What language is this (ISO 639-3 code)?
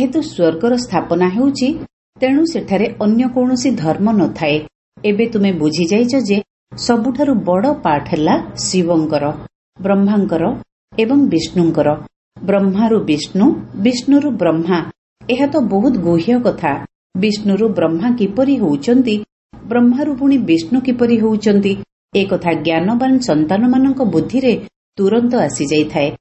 ori